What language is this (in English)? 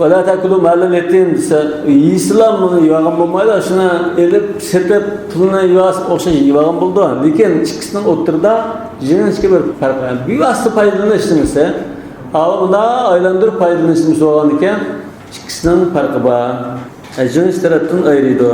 Uyghur